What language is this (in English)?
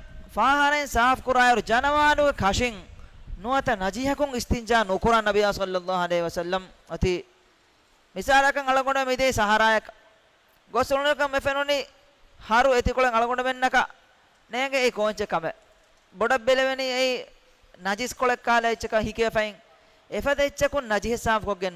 Divehi